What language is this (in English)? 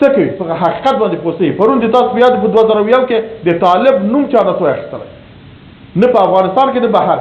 Pashto